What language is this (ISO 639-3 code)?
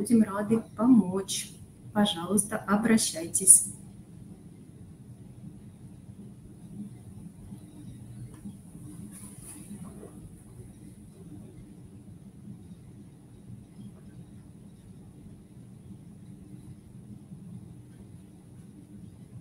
rus